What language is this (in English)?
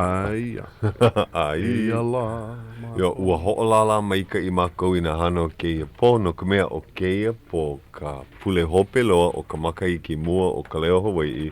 Hawaiian